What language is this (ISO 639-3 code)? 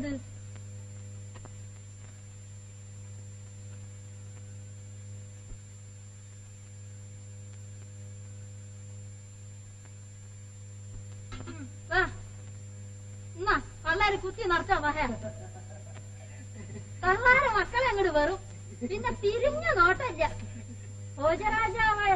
mal